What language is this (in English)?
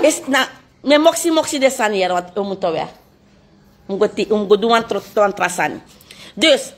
Sranan Tongo